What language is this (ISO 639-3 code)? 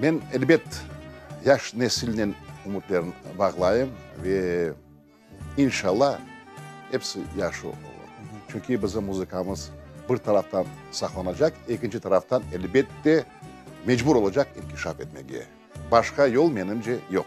crh